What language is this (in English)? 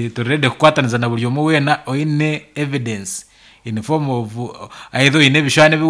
Nyankole